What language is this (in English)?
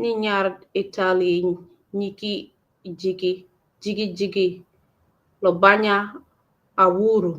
Acoli